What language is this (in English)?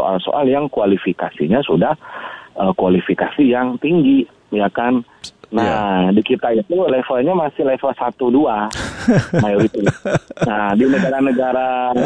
Indonesian